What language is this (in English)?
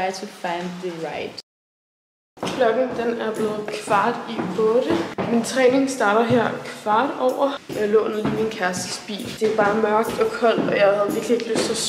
Danish